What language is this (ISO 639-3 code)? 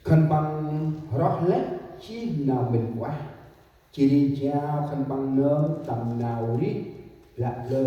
cmo